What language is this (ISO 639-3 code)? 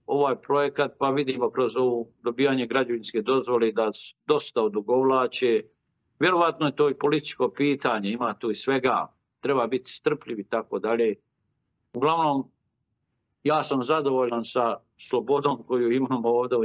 bos